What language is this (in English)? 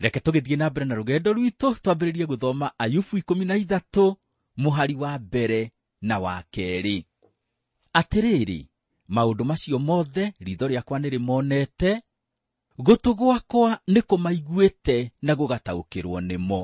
Kikuyu